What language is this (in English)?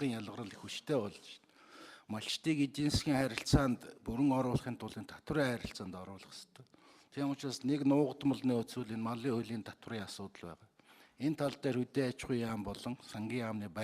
Mongolian